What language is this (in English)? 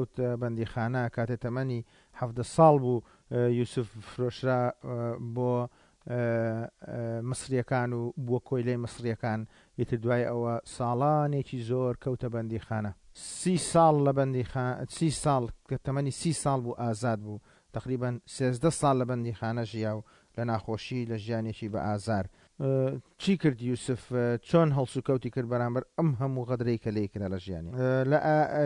Central Kurdish